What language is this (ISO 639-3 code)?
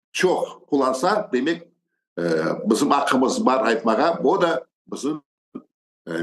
crh